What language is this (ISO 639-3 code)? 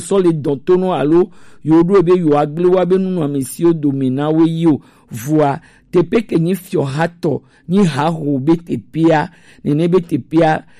gej